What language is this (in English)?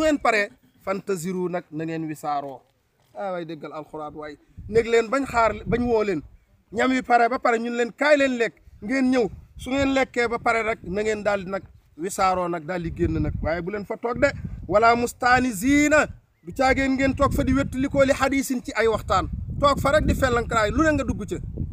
Wolof